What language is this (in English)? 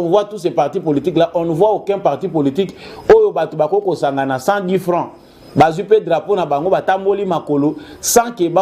Lingala